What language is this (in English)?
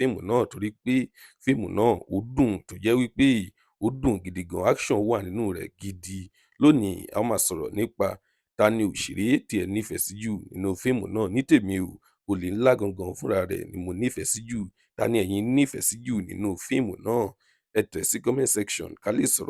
Yoruba